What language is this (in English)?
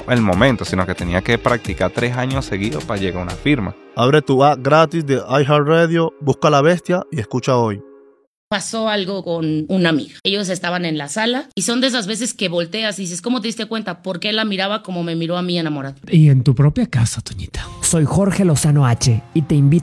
Spanish